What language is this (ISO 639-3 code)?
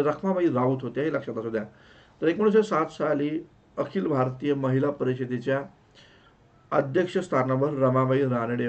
mar